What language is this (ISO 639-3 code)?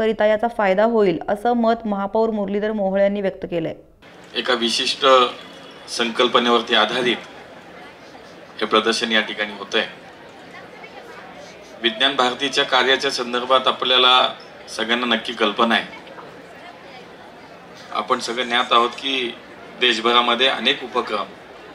mar